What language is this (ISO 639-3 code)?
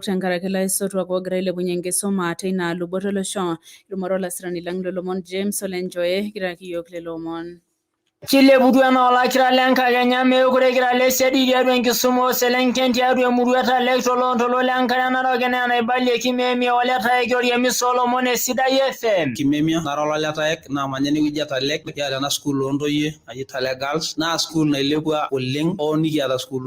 mas